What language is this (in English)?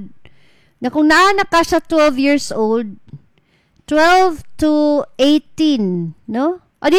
Cebuano